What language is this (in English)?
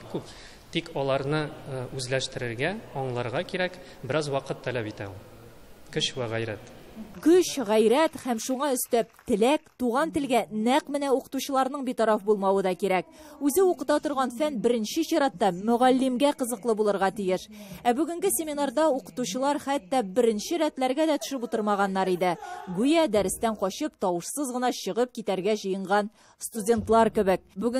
Tatar